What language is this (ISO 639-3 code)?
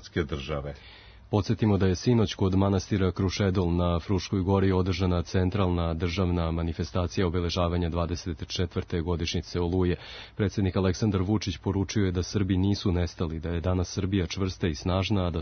srp